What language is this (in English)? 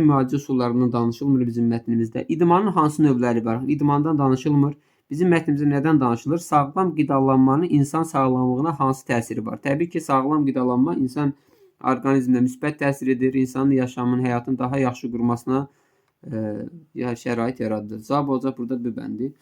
Azerbaijani